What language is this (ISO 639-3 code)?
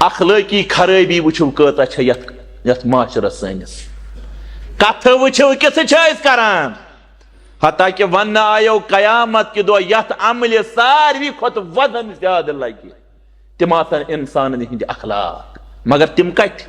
kas